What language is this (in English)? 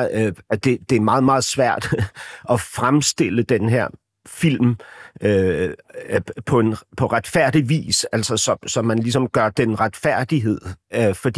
Danish